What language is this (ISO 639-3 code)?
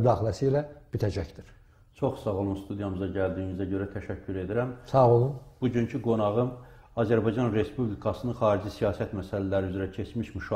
aze